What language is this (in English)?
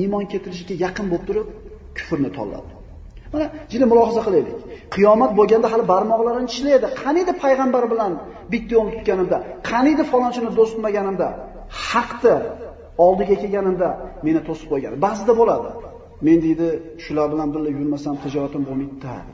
Uzbek